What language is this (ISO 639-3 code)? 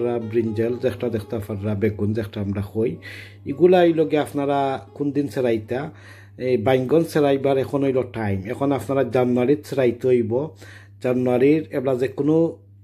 syl